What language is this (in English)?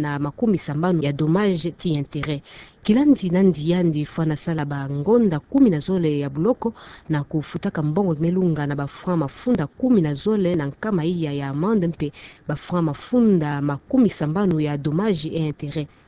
Kituba (Democratic Republic of Congo)